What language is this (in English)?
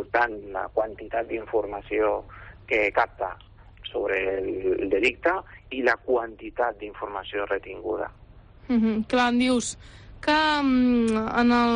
Catalan